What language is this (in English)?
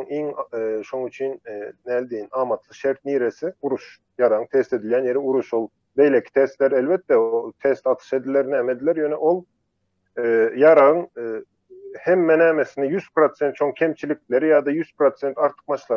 Turkmen